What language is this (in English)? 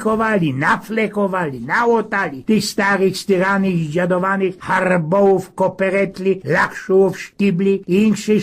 Silesian